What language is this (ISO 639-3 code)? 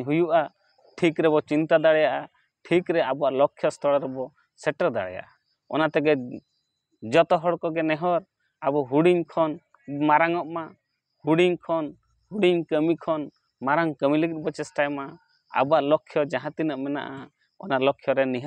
sat